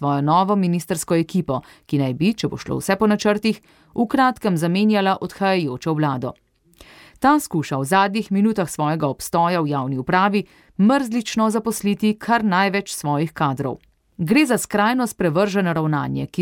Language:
Slovenian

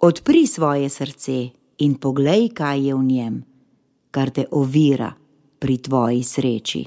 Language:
Slovenian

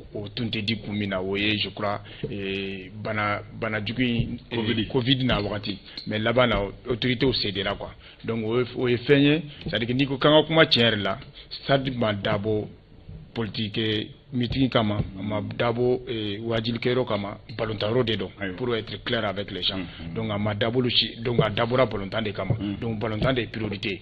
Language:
Bambara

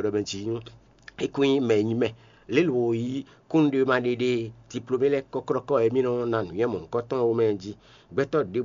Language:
Fon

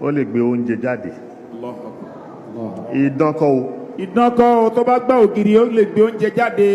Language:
Yoruba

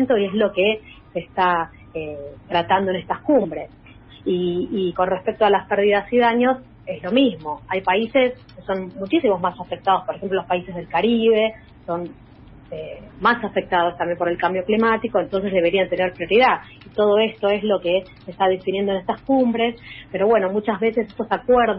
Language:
Spanish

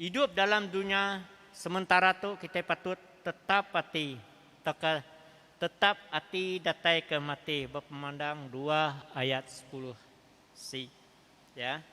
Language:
Iban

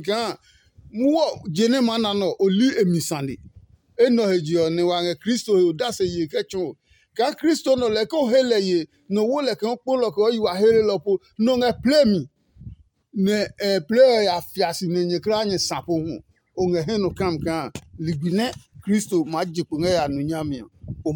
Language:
Adangme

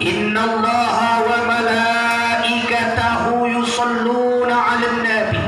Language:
Minangkabau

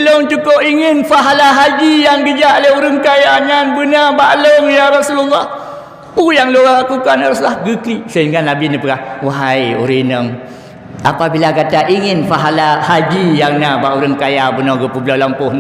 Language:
Achinese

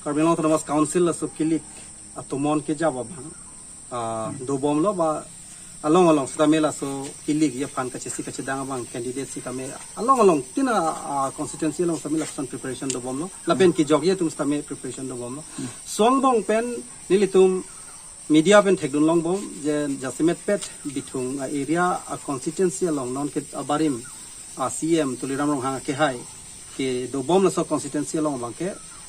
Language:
Karbi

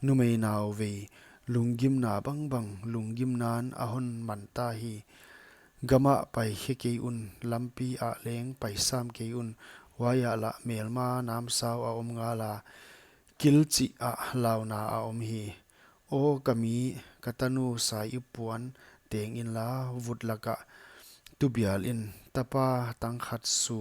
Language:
Paite Chin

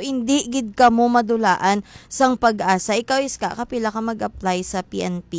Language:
Hiligaynon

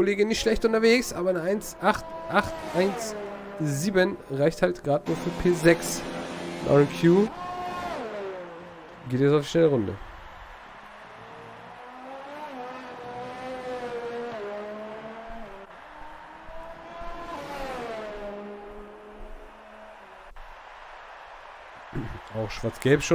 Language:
German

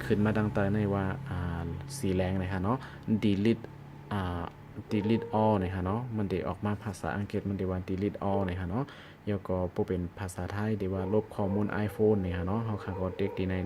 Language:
Shan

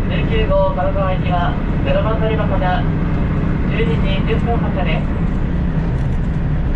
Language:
Japanese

